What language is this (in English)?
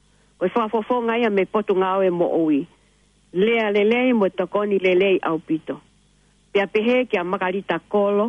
Tongan